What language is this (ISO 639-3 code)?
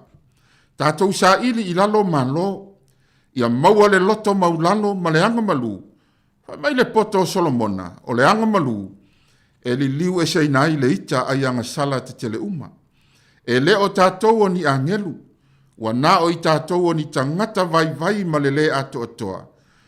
smo